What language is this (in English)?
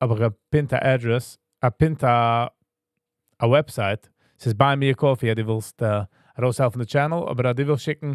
Yiddish